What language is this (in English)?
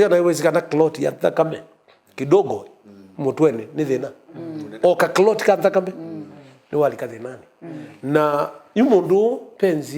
Kamba